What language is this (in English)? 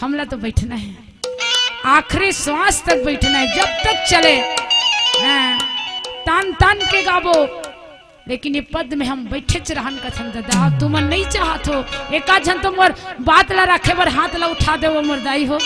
Chhattisgarhi